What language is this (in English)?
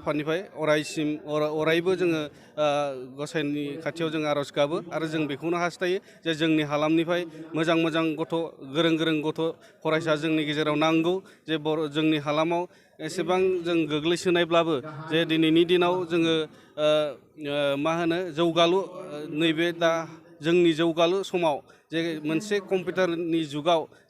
Bodo